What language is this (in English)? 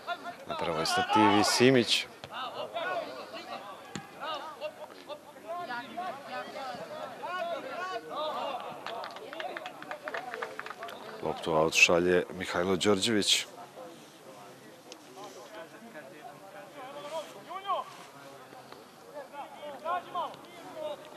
Serbian